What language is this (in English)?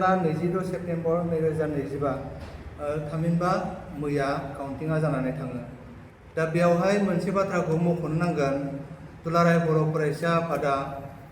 Bodo